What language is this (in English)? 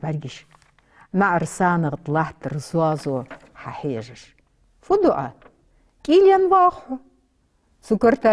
Ingush